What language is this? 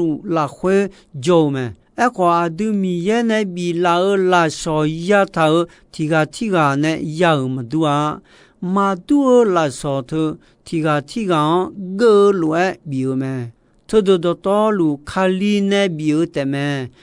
Akha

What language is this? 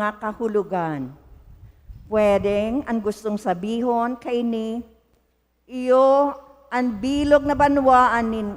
Bikol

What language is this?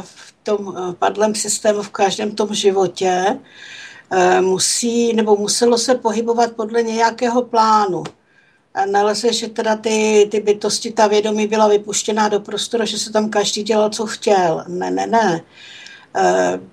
Czech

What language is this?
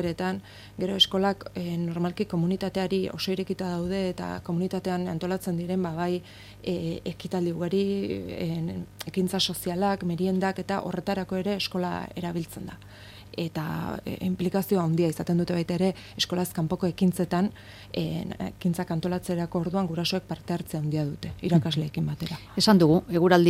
Basque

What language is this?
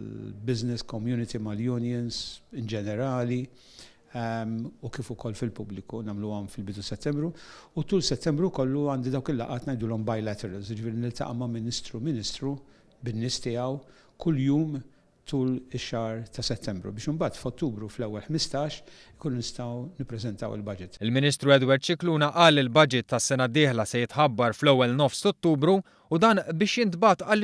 Maltese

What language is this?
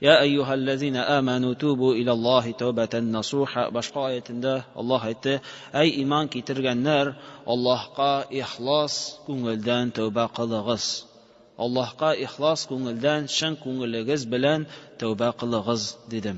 Tatar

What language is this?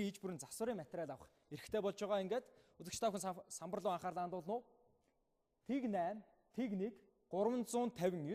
Mongolian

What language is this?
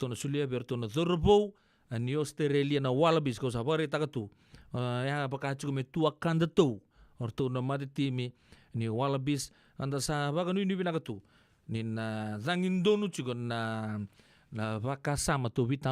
Fijian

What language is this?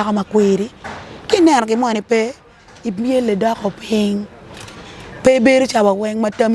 Acoli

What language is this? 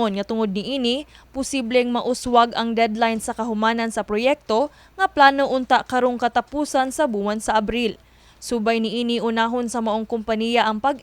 Cebuano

